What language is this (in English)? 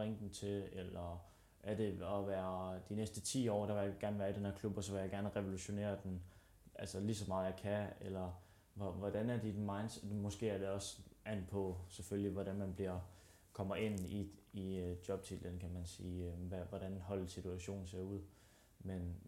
Danish